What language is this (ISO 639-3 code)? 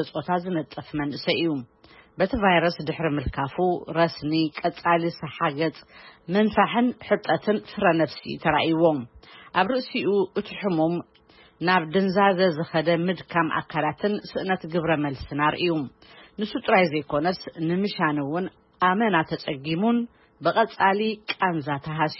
tir